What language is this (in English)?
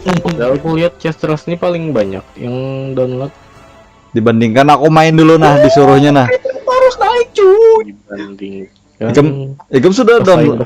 Banjar